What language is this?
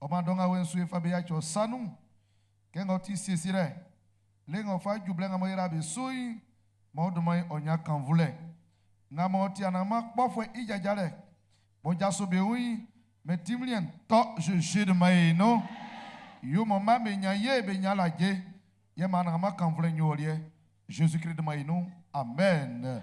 Baoulé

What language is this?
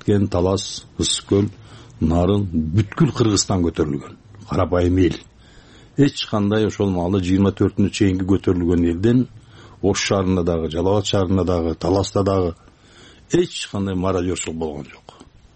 Kyrgyz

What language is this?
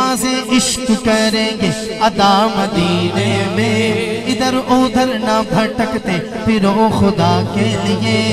Urdu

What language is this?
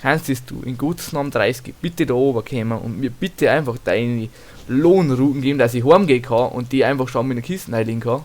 Bavarian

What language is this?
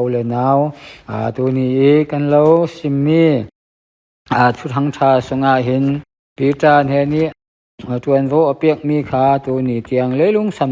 Falam Chin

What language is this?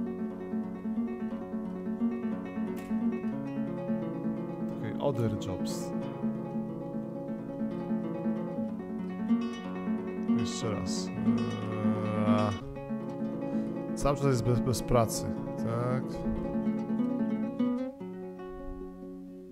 Polish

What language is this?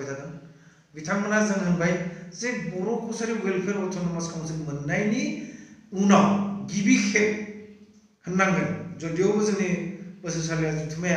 Bodo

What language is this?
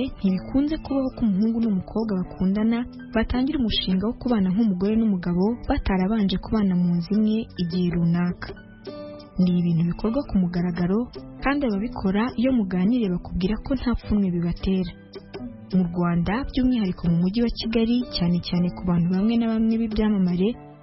Kinyarwanda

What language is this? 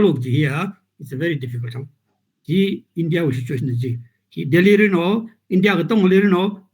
Tangkhul Naga (India)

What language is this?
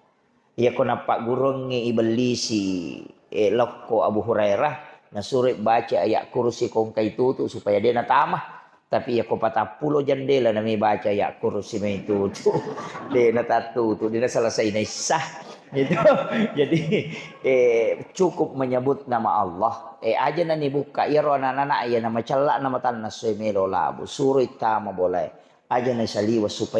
Buginese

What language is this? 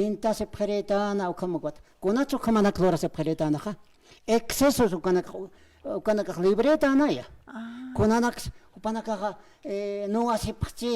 Aymara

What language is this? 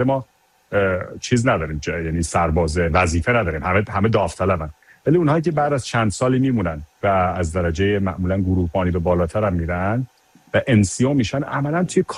Persian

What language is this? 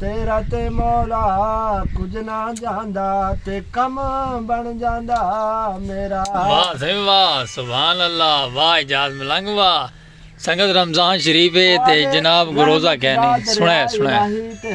Saraiki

